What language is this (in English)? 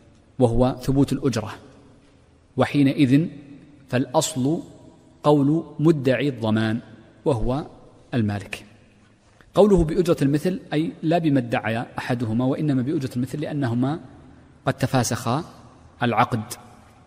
Arabic